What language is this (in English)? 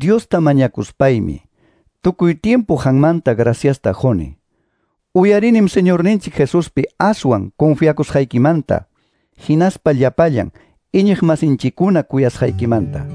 Quechua